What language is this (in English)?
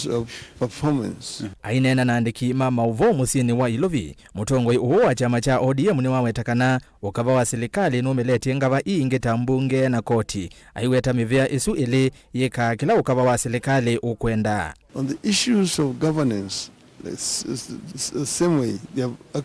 Kamba